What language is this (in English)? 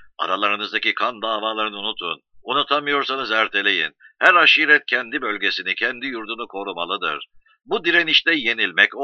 Turkish